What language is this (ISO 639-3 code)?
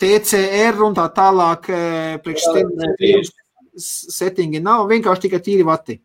lav